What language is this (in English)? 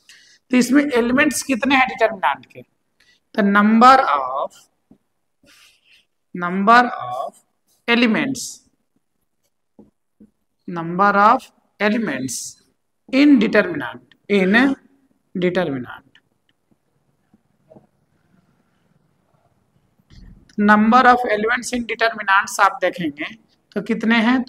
Hindi